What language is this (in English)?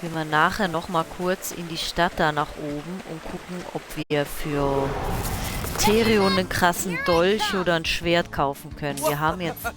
Swiss German